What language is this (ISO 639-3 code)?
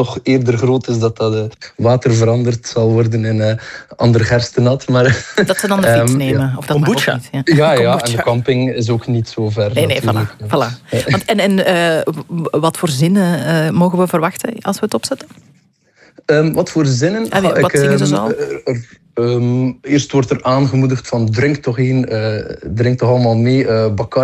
nld